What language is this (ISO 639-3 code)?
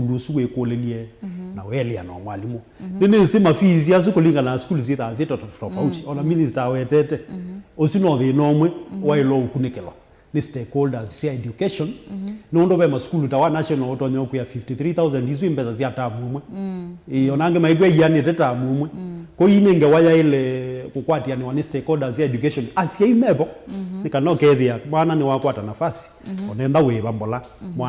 kam